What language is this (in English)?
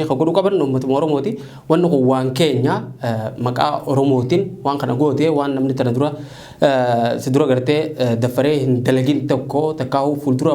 Oromo